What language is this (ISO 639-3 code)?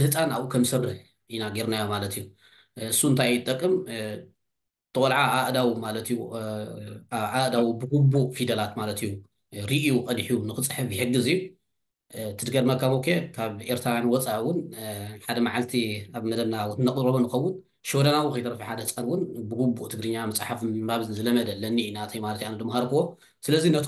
tir